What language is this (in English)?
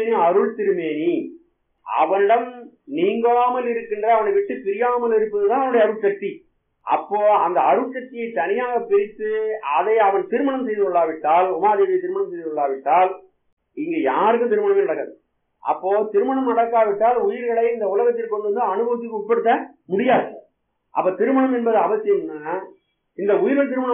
Tamil